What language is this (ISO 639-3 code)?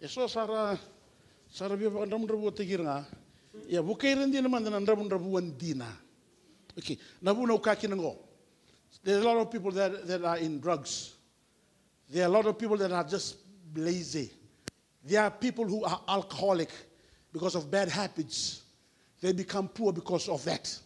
fij